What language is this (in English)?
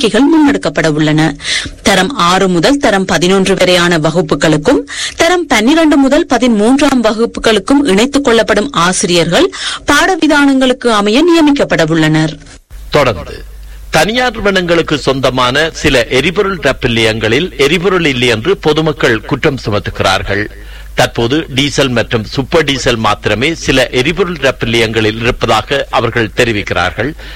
Tamil